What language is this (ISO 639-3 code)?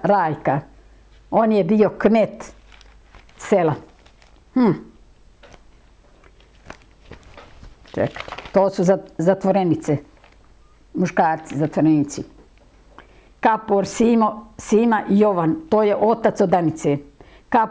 srp